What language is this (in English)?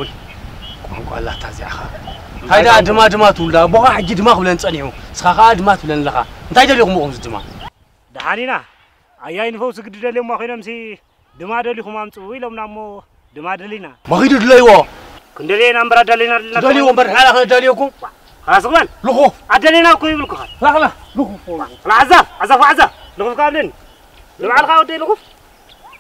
Tigrinya